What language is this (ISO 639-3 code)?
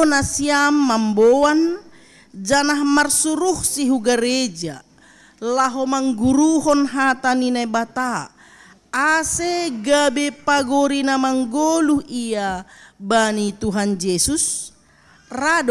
bts